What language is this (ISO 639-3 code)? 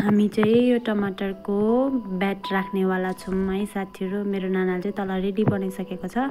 nep